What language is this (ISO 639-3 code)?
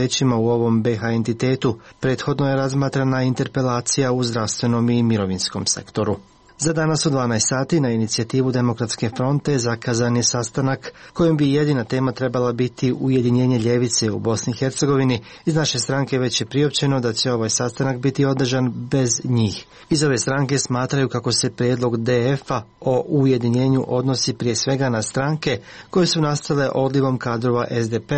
hrv